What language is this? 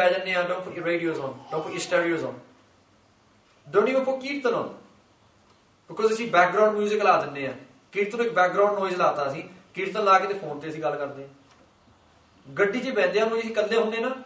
Punjabi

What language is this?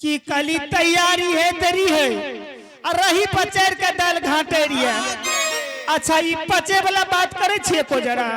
Angika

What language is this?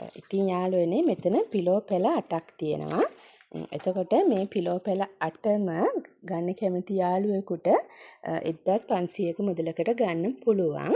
Sinhala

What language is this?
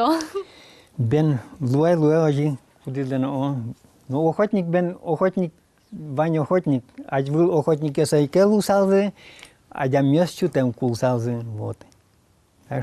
Udmurt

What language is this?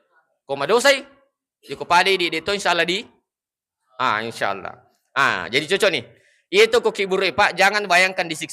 Buginese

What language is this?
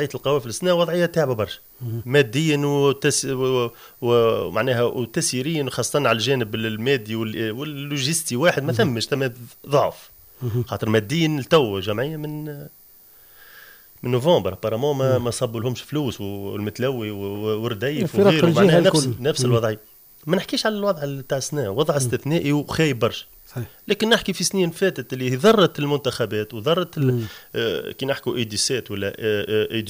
Tunisian Arabic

